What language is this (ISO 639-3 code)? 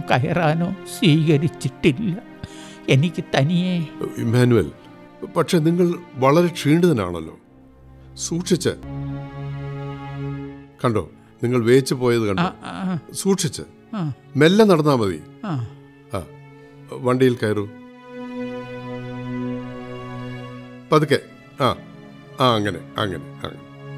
mal